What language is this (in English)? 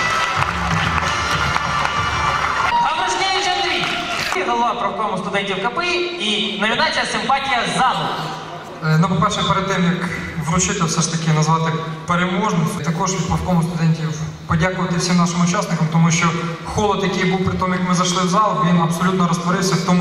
Ukrainian